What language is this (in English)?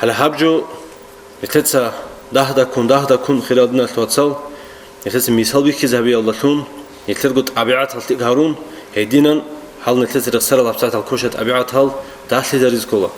Avaric